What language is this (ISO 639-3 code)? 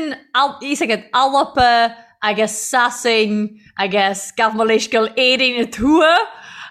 gle